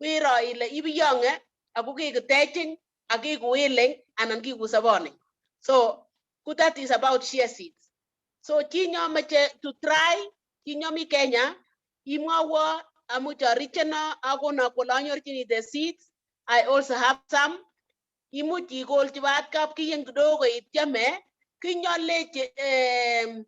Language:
Kalenjin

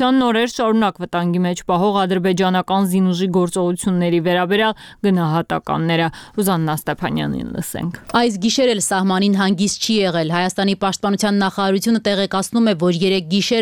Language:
Armenian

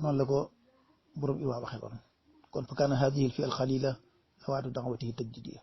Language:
Wolof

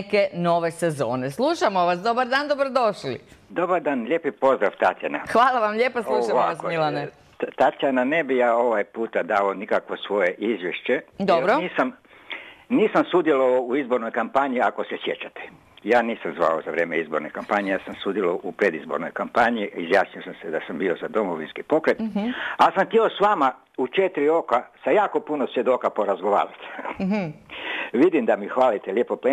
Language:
Croatian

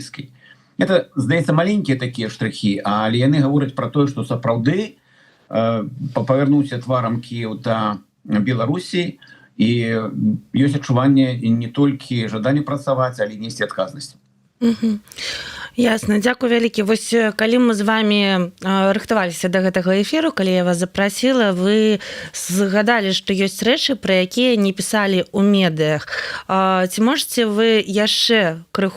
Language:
Belarusian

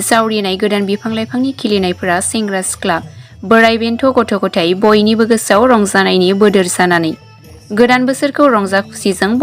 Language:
Bodo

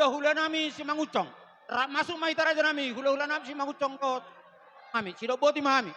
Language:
Batak Toba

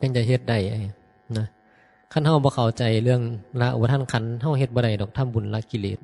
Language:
Northeastern Thai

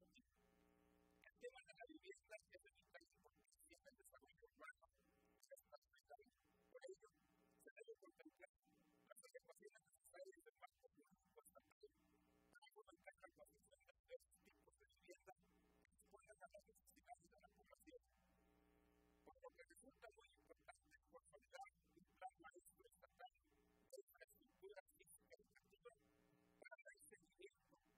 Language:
Spanish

